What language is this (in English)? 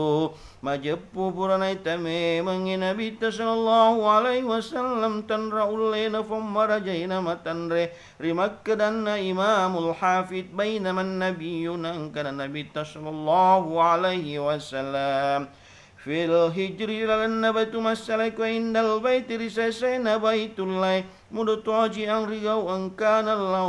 Buginese